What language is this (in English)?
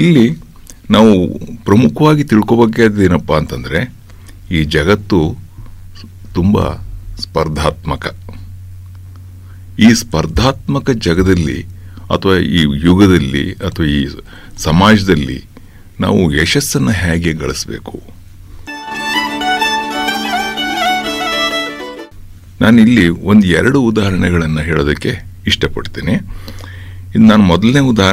Kannada